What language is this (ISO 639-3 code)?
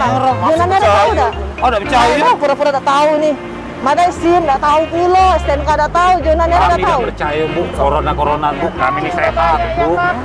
mui